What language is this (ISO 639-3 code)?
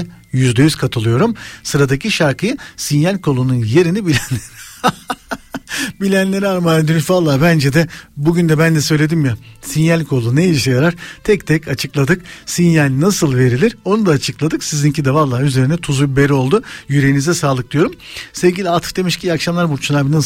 tur